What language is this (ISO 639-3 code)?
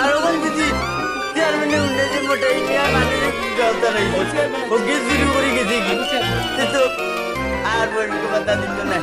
syl